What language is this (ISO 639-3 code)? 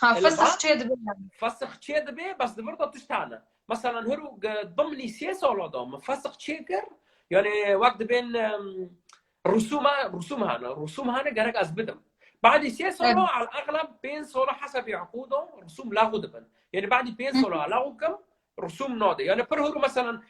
kur